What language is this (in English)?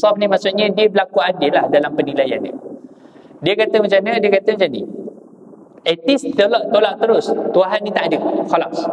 Malay